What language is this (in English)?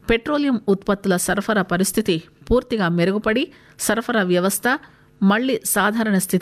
Telugu